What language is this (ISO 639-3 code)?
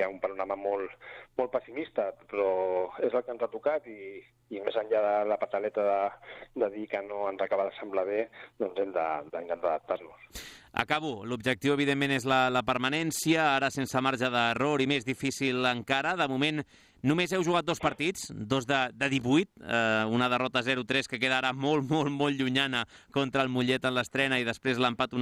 cat